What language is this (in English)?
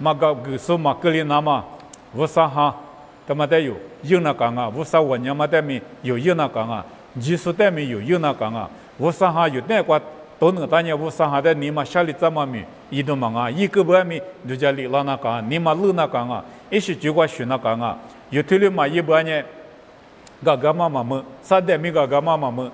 Lisu